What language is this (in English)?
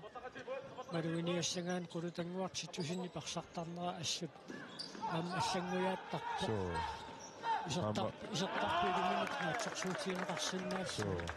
Kalaallisut